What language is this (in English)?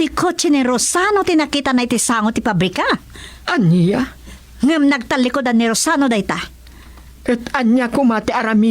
Iloko